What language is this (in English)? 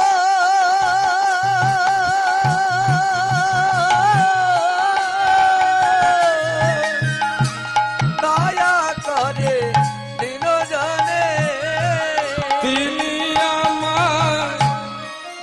Bangla